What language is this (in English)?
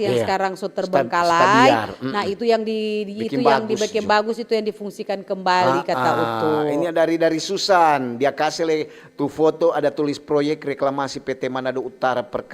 Manado Malay